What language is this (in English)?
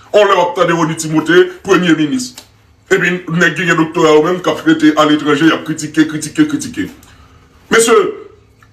Haitian Creole